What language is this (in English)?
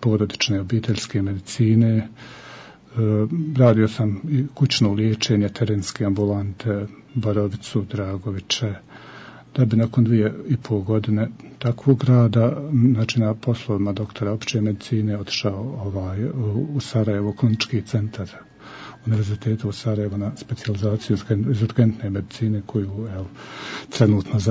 Bosnian